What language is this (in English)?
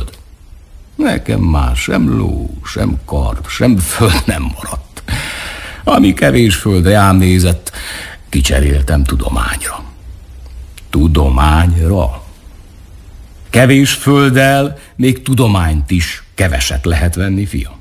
Hungarian